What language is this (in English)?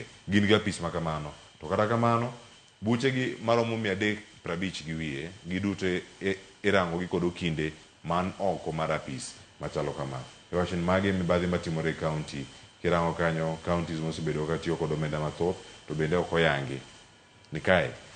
Luo (Kenya and Tanzania)